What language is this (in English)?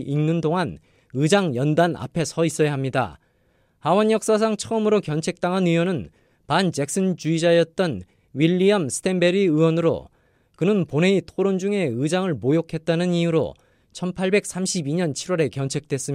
Korean